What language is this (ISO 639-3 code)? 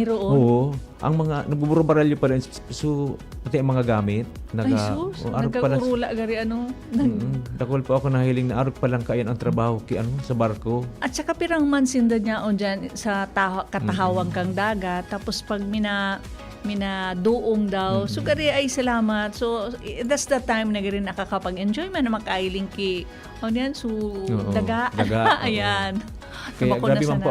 bik